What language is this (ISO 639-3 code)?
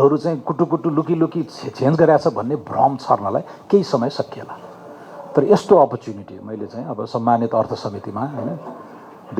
nep